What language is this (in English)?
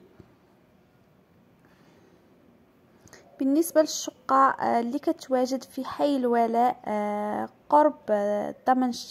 Moroccan Arabic